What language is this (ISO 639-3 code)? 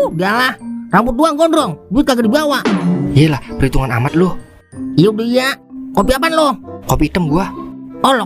bew